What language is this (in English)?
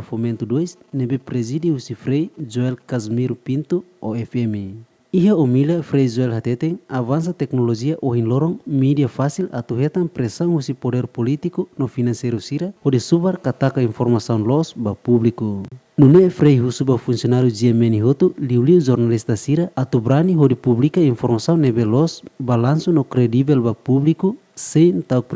Tetum